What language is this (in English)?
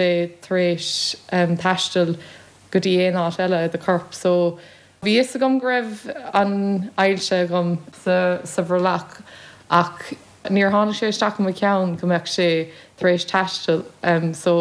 Irish